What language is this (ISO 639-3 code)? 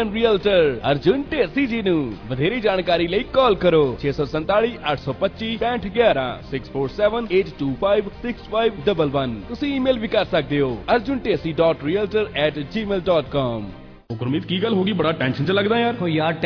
pan